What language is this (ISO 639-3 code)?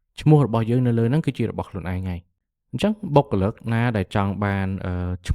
khm